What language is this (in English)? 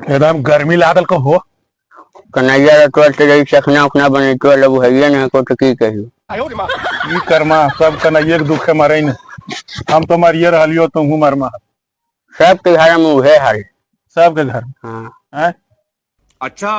Magahi